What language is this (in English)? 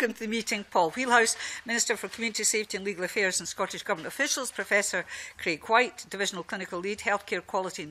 English